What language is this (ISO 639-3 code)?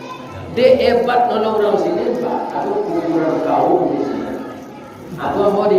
min